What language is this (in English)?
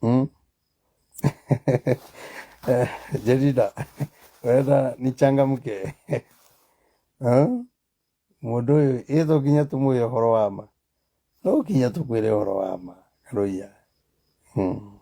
Kikuyu